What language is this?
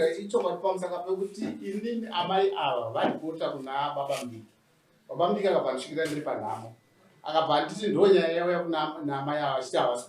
Shona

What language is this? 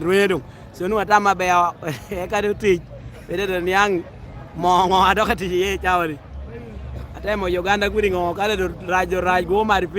Lango (Uganda)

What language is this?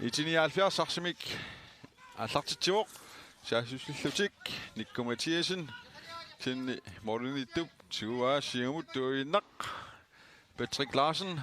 Kalaallisut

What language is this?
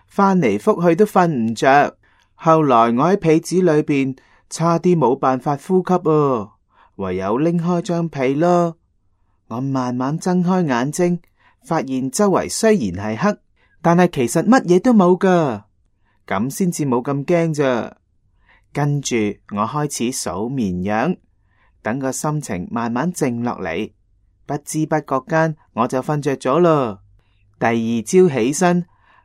Cantonese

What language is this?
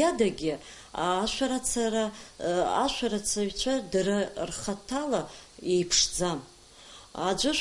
Abkhazian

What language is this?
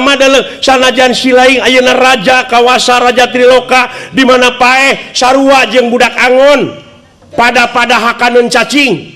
Sundanese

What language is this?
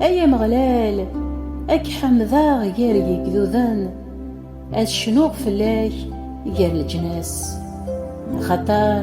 Kabyle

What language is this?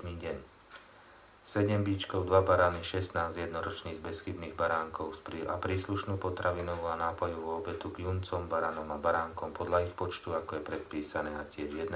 Slovak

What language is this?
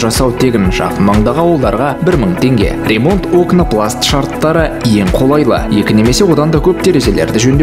Kazakh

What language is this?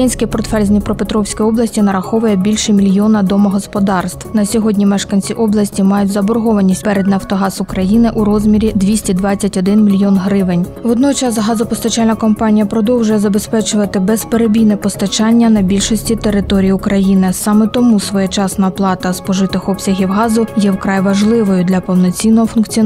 Ukrainian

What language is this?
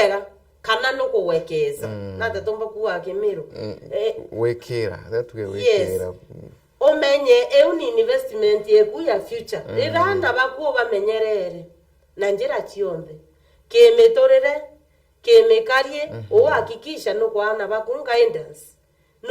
Meru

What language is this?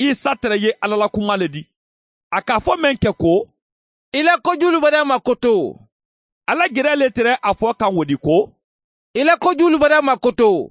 Mandingo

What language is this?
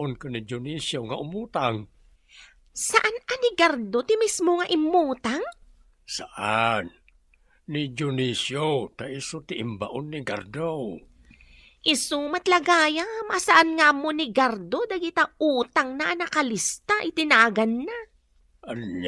Iloko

